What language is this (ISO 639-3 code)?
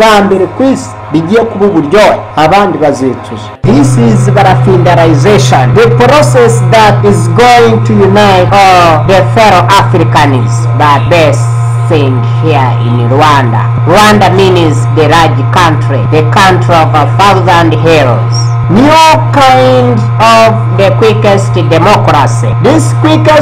kin